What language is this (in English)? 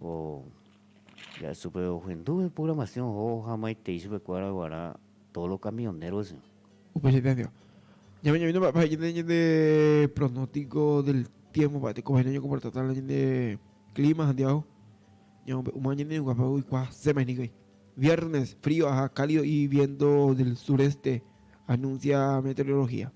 Guarani